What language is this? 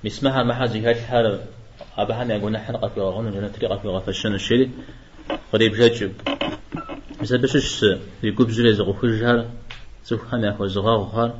Kabardian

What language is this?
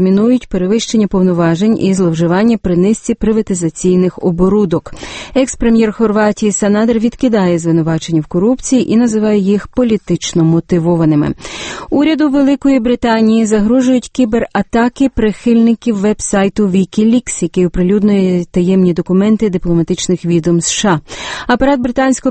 Ukrainian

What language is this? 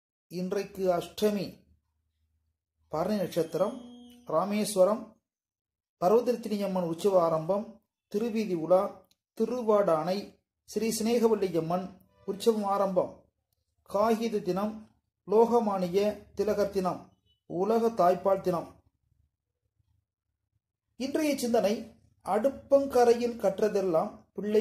Tamil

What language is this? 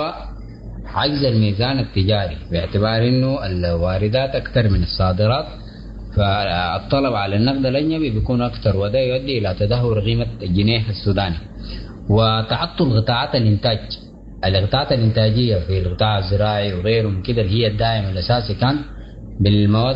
Sudanese Arabic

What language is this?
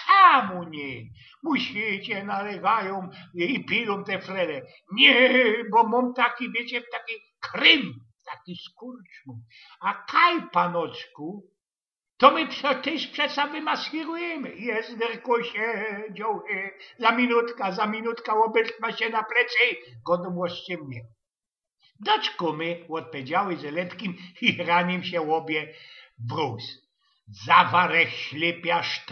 Silesian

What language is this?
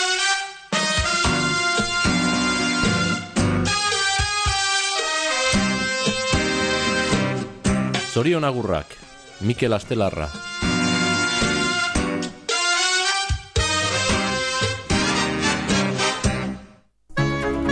Basque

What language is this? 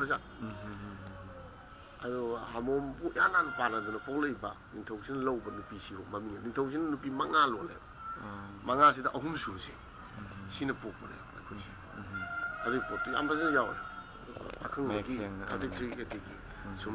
Manipuri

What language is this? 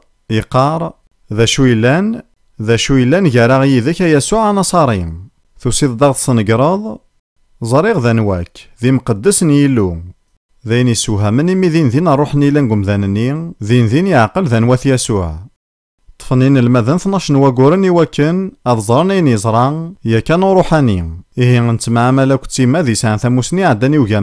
Kabyle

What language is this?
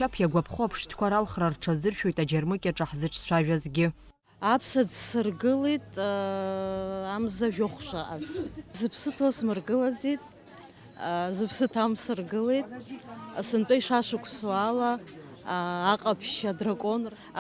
Abkhazian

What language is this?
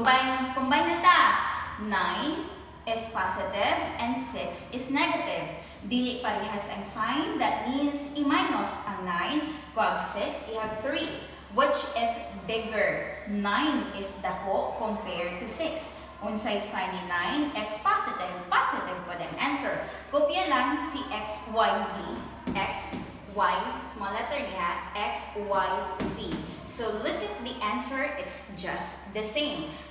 Cebuano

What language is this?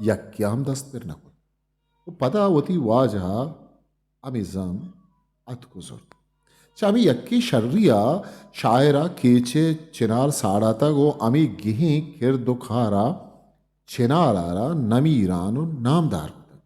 Eastern Balochi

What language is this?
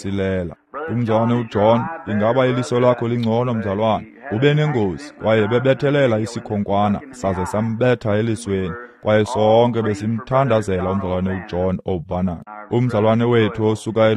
Xhosa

